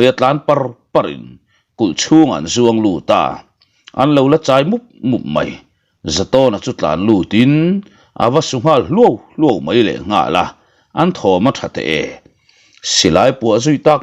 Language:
Mizo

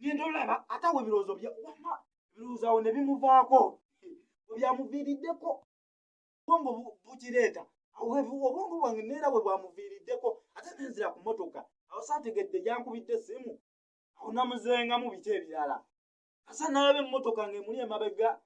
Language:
Ganda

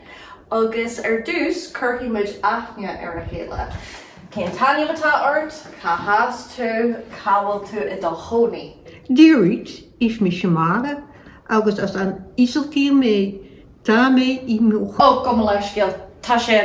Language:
Irish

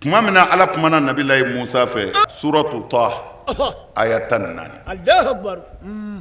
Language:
Bambara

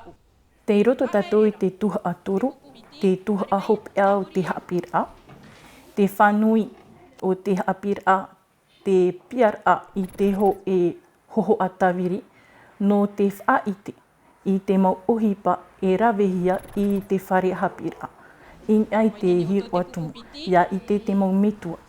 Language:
Tahitian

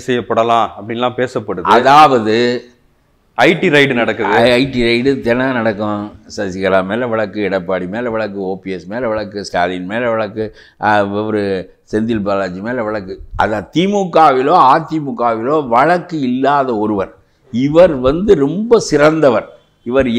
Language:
Tamil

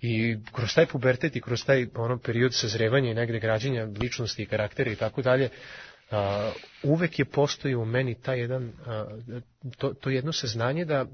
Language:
Serbian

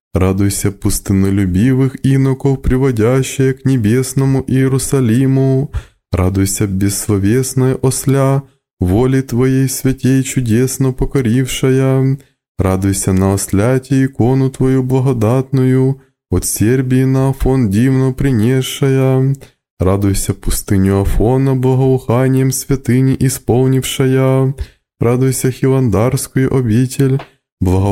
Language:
Russian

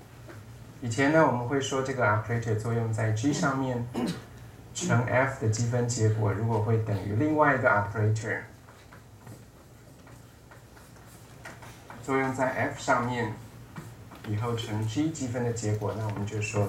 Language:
Chinese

